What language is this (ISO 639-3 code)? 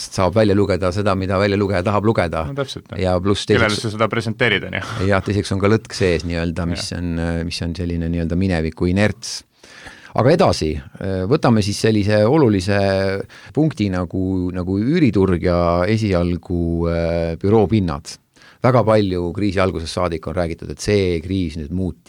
est